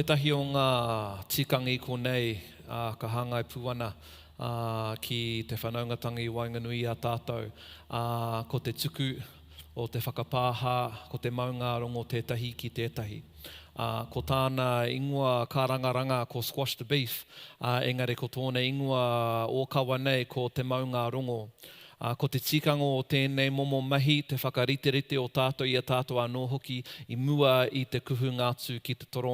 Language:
Māori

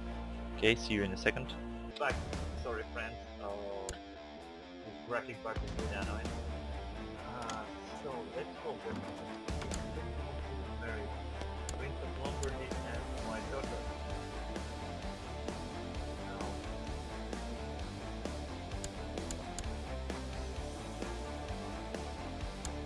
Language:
English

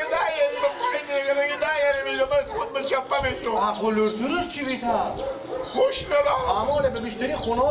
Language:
Persian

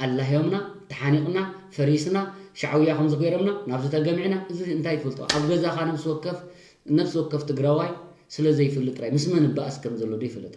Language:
Tigrinya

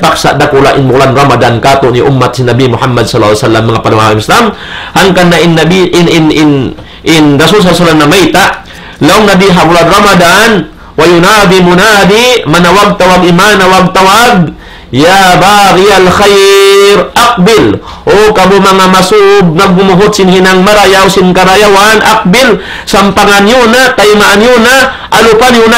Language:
Tausug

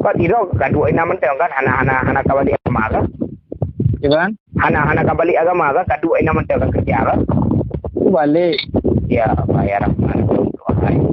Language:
Achinese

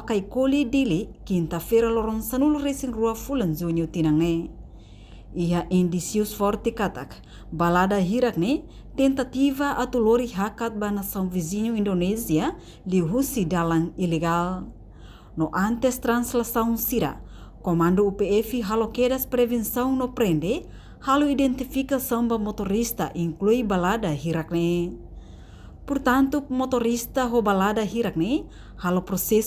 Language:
Tetum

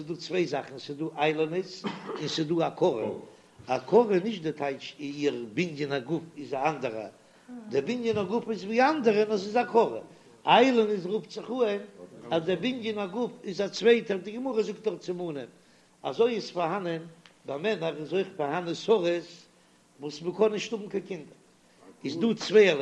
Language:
Yiddish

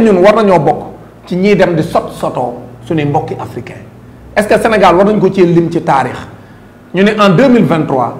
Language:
Wolof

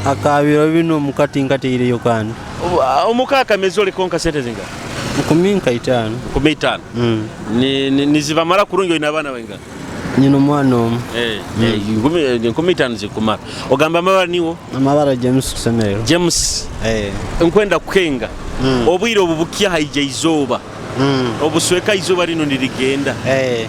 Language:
Tooro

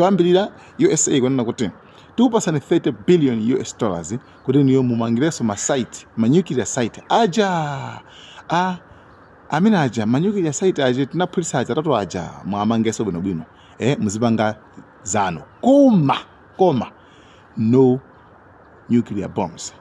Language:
Nyanja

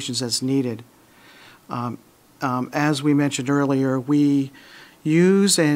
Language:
English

